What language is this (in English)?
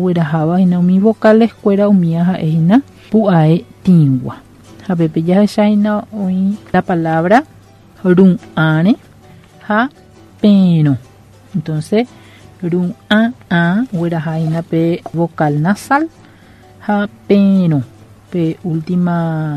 Guarani